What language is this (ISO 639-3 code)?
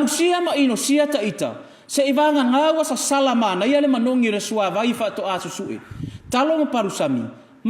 smo